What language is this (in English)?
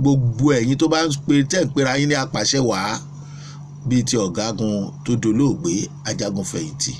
Yoruba